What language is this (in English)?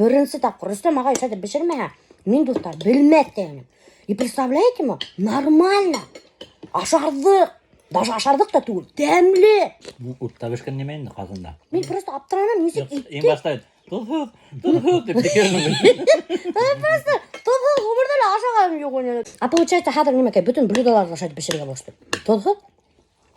Bashkir